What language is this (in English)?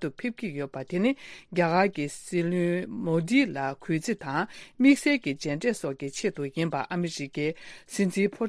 Tibetan